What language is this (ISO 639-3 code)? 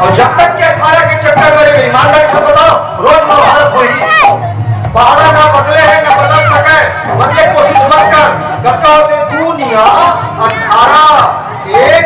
hne